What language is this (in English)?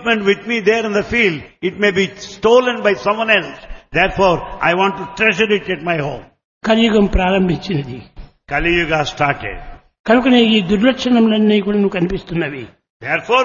Telugu